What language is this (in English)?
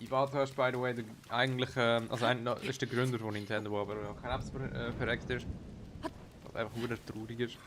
Swiss German